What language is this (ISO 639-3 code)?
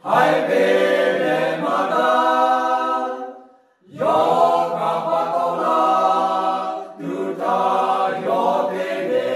lhu